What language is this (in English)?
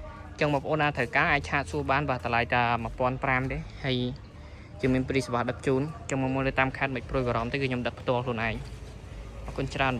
Khmer